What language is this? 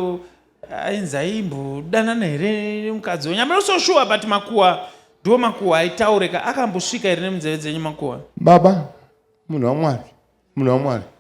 Shona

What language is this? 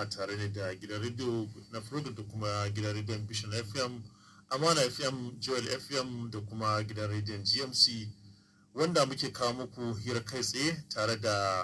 Hausa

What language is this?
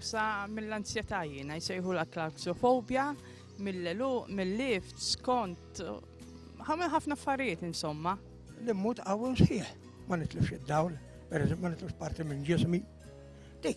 Maltese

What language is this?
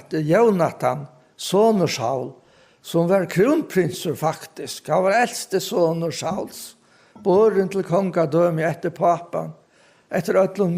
Faroese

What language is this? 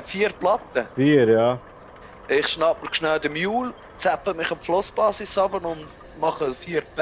Swiss German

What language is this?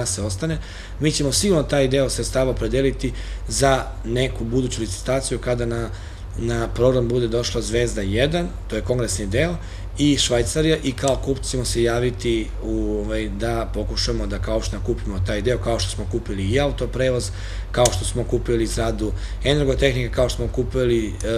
Serbian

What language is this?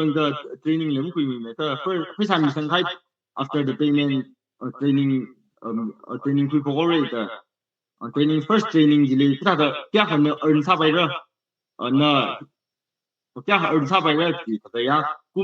Tangkhul Naga (India)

